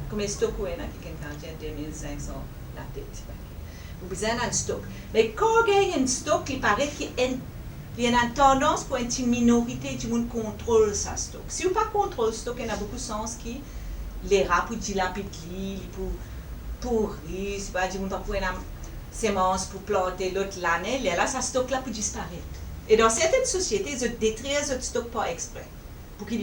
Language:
Morisyen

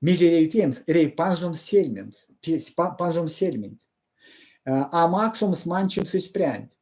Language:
Erzya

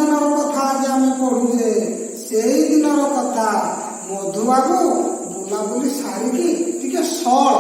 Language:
Odia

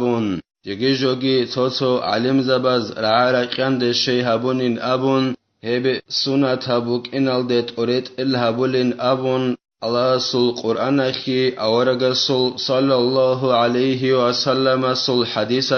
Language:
Avaric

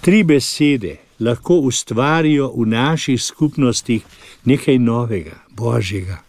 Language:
Slovenian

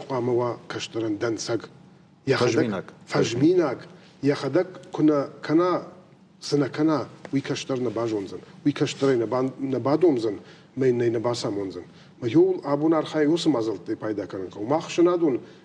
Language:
Ossetic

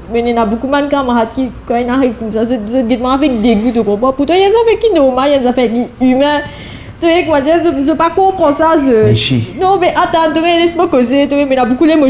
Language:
Morisyen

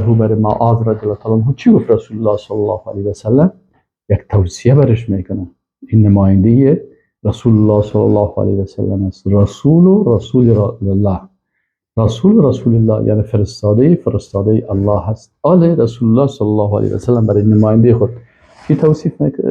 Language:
Persian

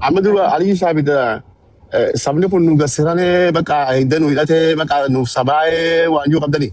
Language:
Oromo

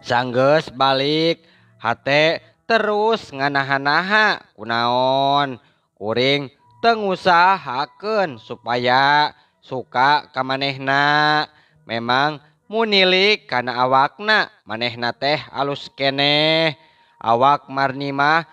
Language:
Sundanese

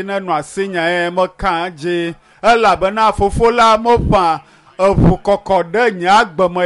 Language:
Ewe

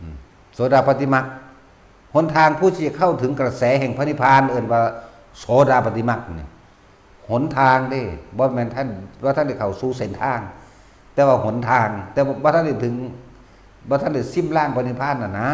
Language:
Lao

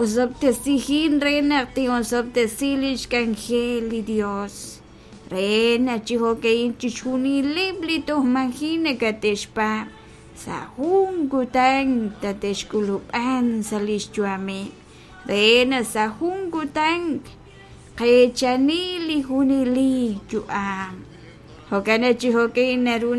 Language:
Kekchí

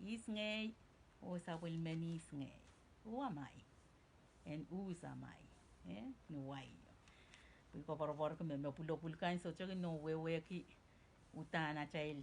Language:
Pohnpeian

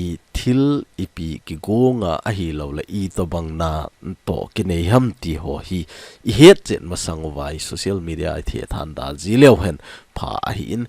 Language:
Thado Chin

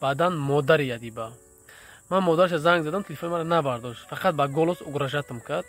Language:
Tajik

